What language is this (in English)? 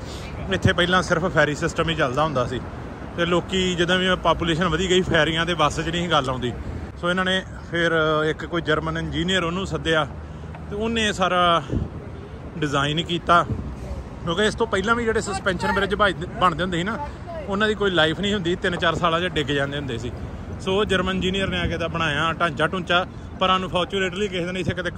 Punjabi